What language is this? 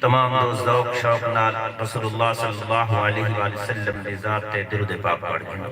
Saraiki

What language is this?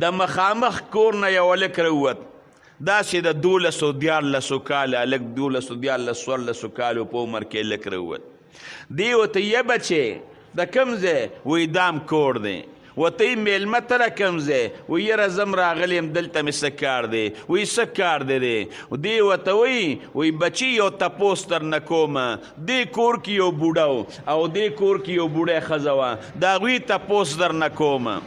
Pashto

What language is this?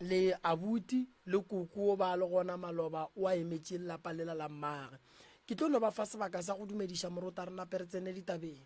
Northern Sotho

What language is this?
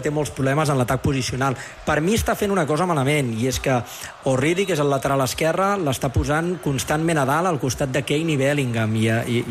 Catalan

